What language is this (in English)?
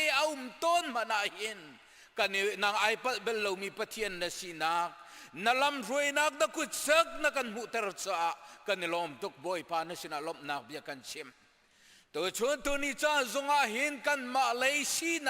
Hakha Chin